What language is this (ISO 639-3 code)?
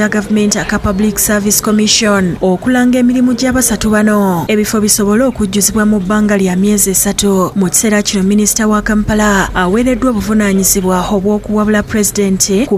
lug